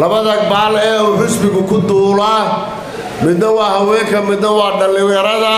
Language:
Somali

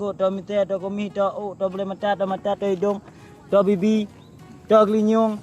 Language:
Achinese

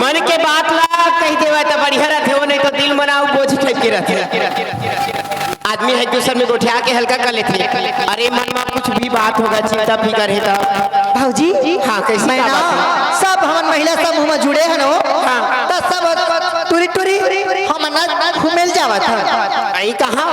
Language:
Chhattisgarhi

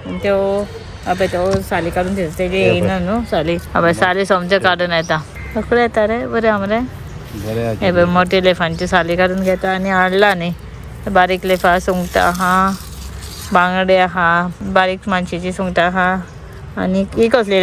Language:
Konkani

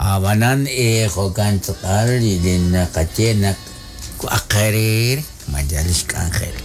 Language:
Kekchí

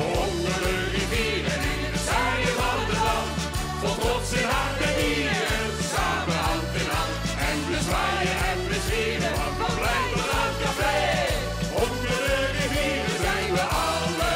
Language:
Limburgish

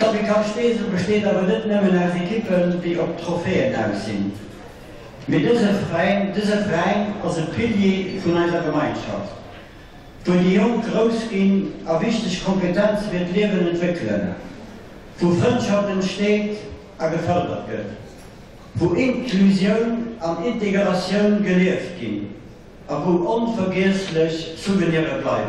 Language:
Luxembourgish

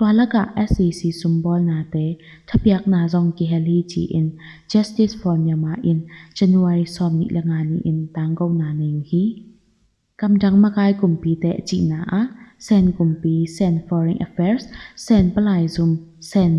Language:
Tedim Chin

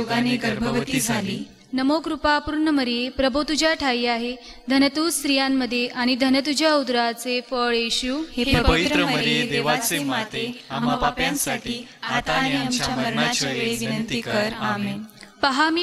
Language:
Marathi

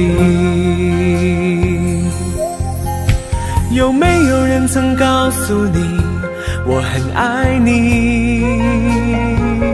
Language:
Chinese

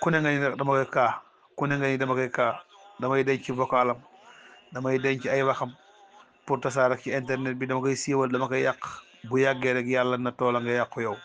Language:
Wolof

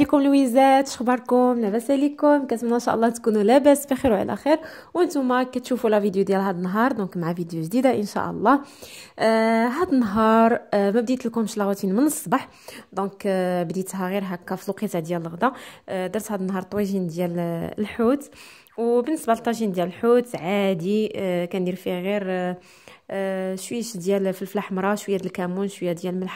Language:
Moroccan Arabic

